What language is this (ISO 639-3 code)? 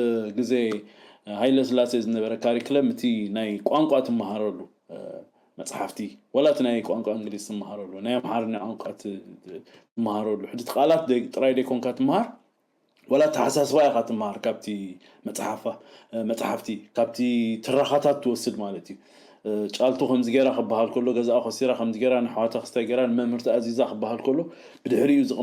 tir